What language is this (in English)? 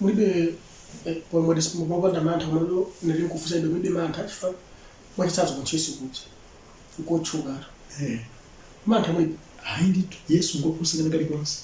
Nyanja